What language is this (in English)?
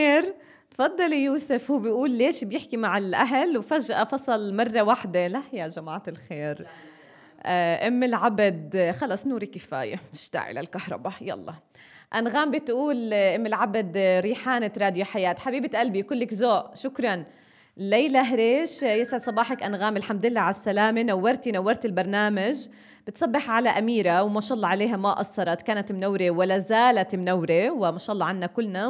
North Levantine Arabic